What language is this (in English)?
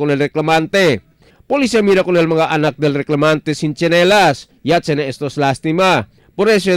Chavacano